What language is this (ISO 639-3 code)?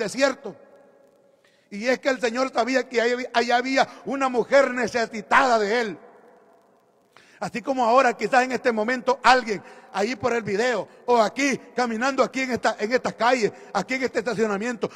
spa